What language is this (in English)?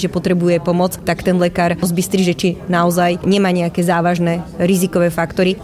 Slovak